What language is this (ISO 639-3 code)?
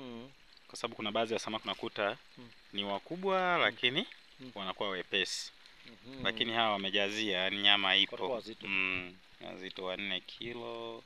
swa